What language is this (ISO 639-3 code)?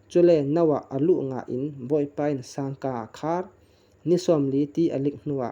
cfm